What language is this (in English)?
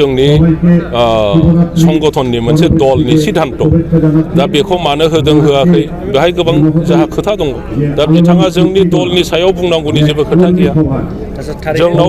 Bodo